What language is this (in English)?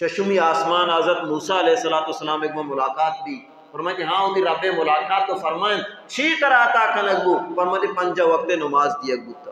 Baluchi